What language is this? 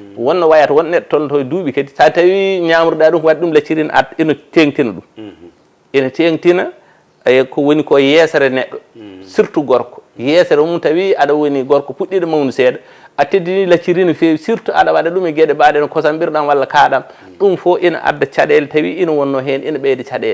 Fula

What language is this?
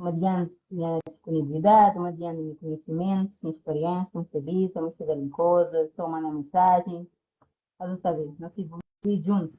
Kabuverdianu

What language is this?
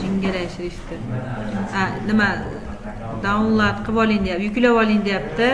Uzbek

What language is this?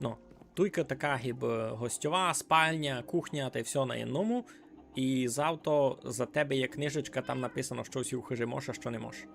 Rusyn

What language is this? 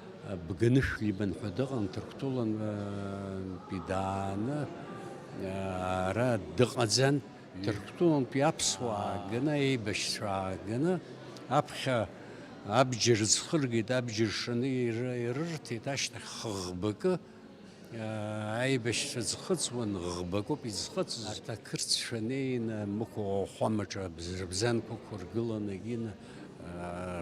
Abkhazian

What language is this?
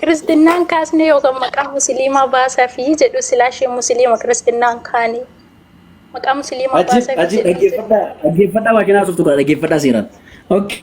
Oromo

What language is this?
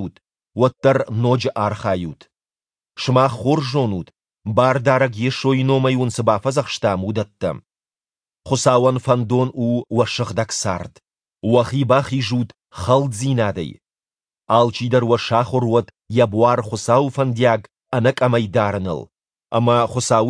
Ossetic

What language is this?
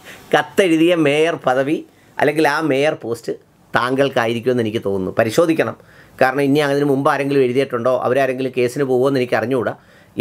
Malayalam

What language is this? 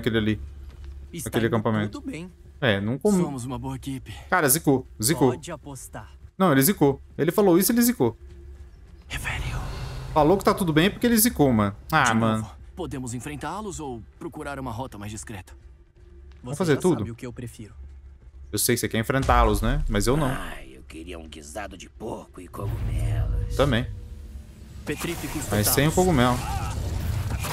Portuguese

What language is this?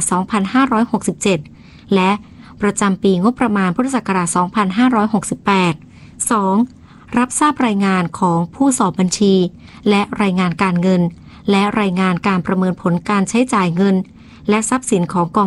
Thai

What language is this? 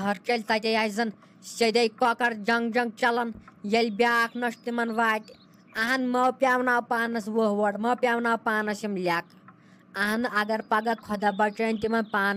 Kashmiri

